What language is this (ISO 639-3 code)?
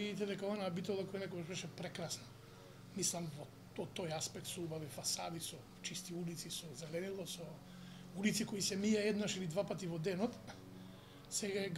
mkd